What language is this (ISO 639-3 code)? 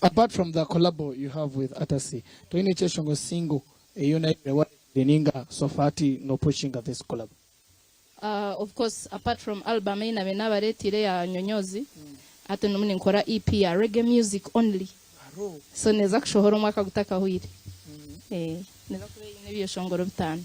nyn